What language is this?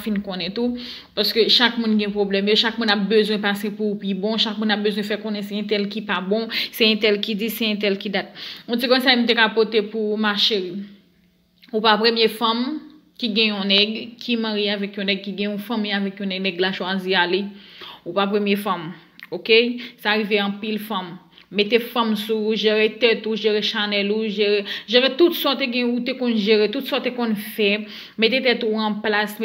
Haitian Creole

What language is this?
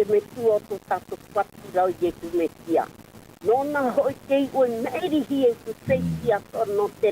Tahitian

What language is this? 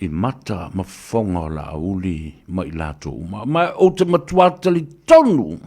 Samoan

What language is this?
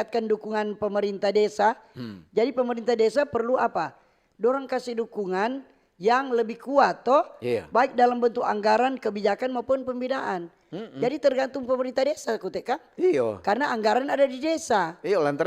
Manado Malay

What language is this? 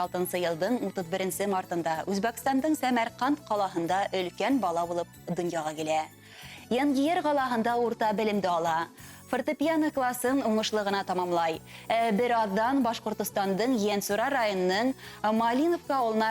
Bashkir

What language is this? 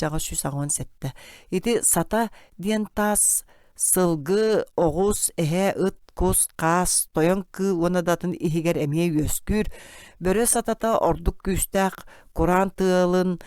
Yakut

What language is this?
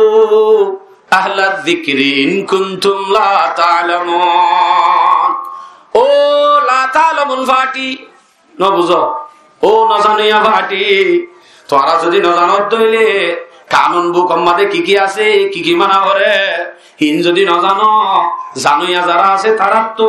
Rohingya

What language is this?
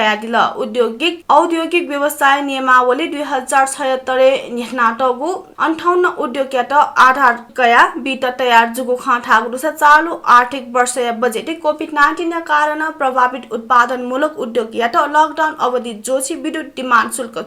Newari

